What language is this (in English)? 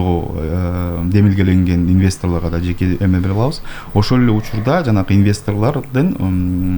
Kyrgyz